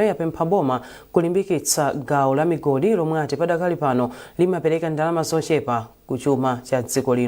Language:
Nyanja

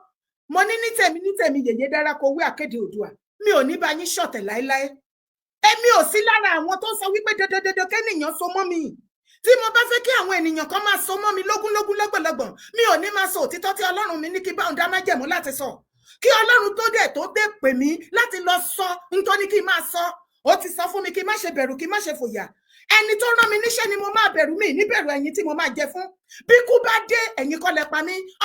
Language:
Yoruba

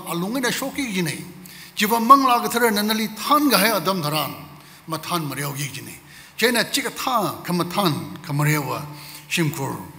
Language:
Tangkhul Naga (India)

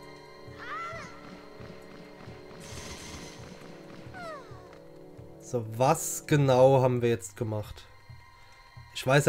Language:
German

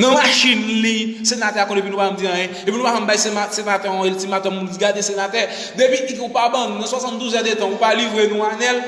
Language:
Haitian Creole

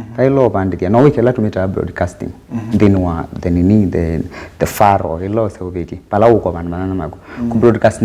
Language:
Kamba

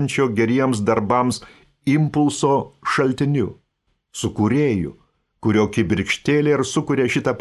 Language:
Lithuanian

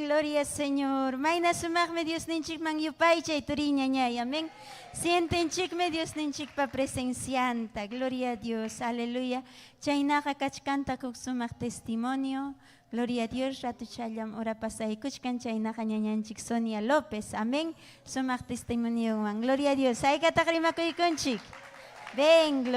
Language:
Ayacucho Quechua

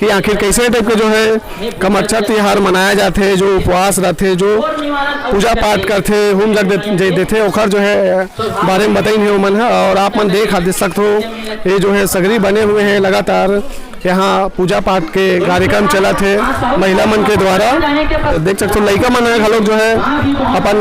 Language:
Chhattisgarhi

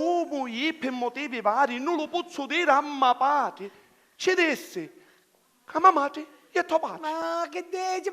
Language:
Sicilian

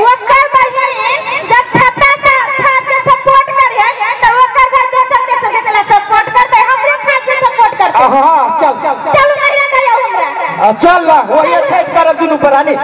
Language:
Maithili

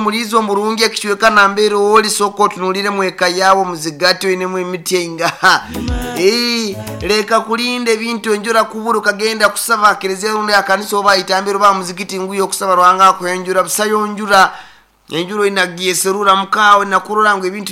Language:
Nyoro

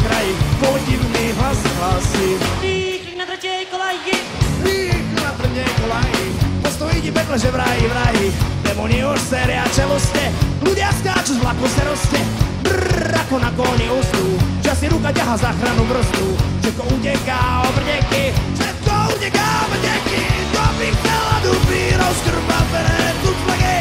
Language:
Slovak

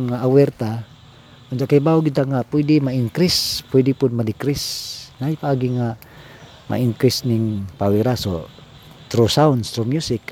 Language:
Cebuano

